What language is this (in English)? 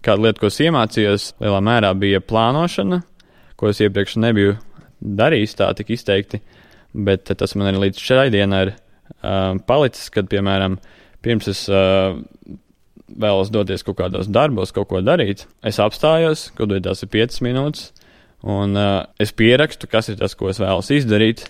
Latvian